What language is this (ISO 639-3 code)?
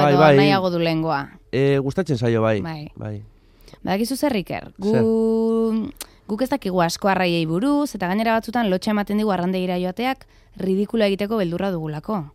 eus